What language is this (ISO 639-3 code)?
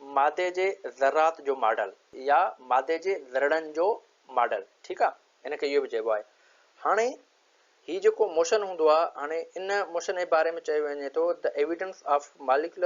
snd